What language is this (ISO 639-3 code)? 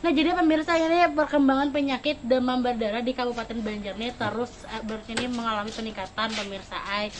bjn